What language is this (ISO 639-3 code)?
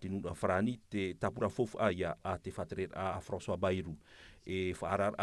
tah